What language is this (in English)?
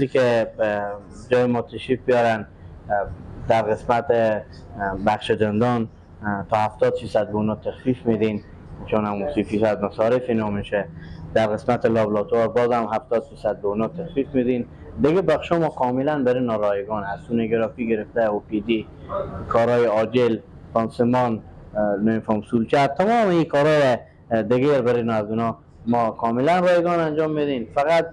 Persian